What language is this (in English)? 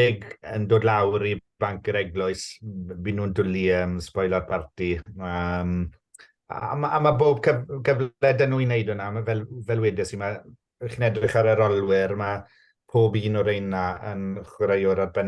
Welsh